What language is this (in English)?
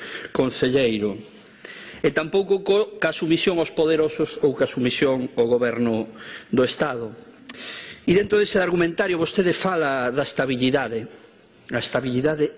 Galician